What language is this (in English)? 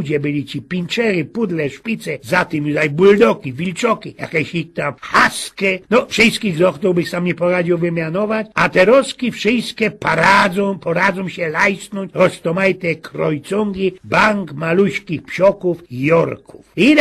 Silesian